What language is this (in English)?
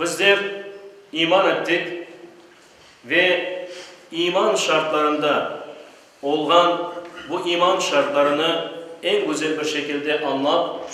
Crimean Tatar